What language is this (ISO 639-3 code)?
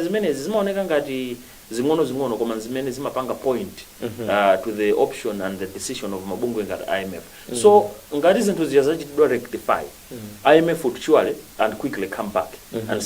nya